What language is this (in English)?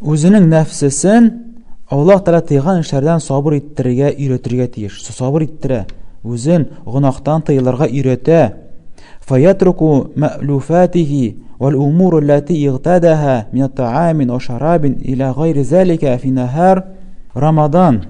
Tatar